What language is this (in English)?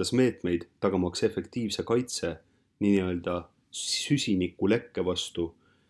Estonian